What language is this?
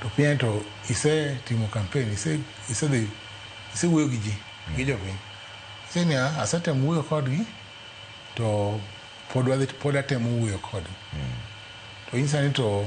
Luo (Kenya and Tanzania)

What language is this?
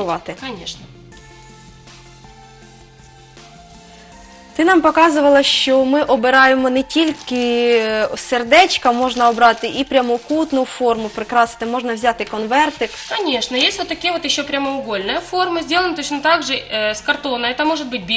Ukrainian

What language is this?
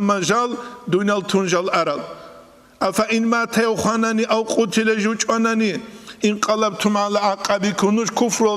Avaric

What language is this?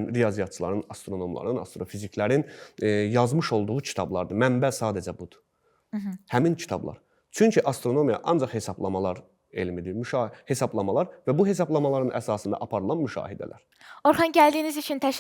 Azerbaijani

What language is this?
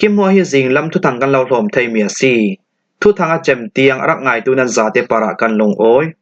Falam Chin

